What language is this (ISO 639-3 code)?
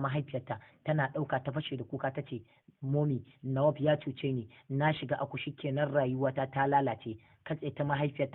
hau